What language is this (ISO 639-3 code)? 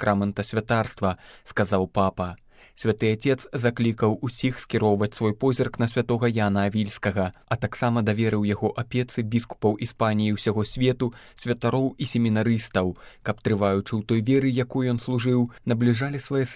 bel